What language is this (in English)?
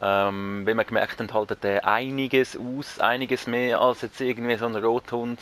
Swiss German